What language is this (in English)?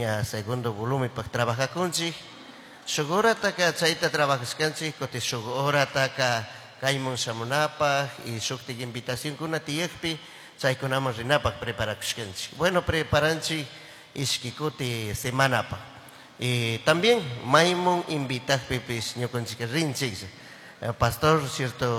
Chimborazo Highland Quichua